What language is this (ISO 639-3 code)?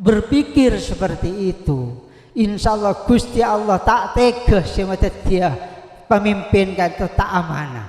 mad